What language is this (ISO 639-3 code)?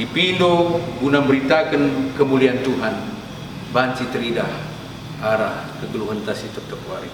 btx